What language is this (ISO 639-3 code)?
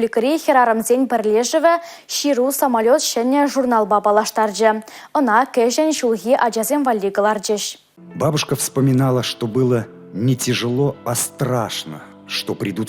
chv